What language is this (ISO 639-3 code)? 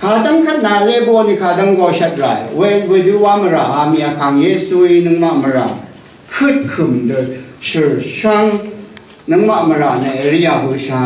raw